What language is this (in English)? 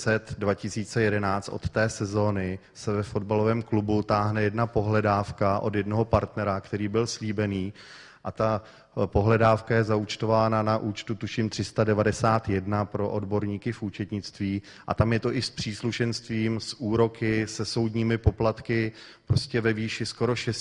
Czech